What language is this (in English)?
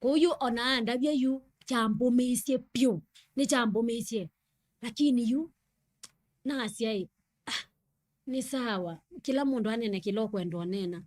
Kamba